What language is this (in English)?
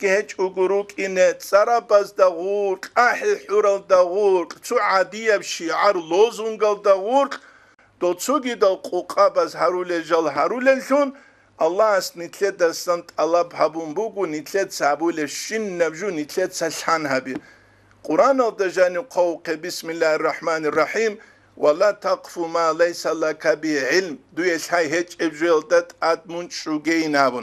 Avaric